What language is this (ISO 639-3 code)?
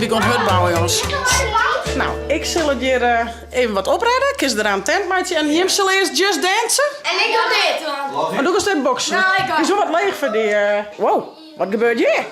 fry